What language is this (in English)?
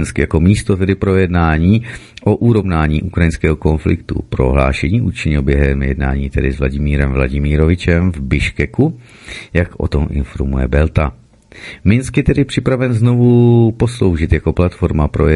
Czech